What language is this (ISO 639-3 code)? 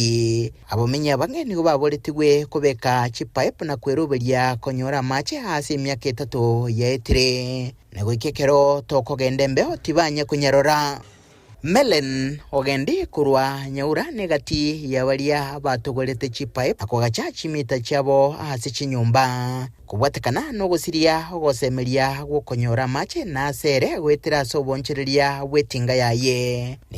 guz